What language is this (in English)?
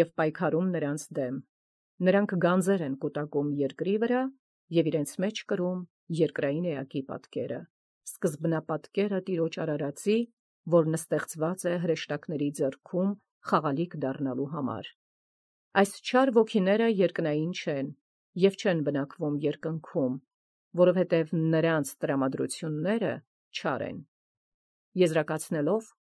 Armenian